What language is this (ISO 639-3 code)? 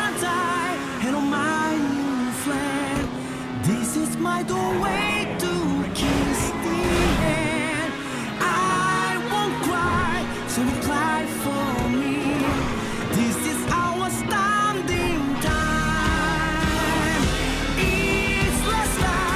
eng